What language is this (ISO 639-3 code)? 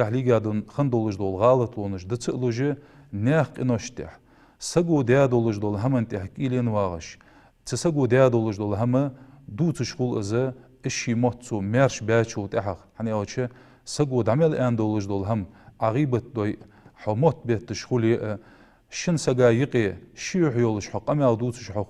inh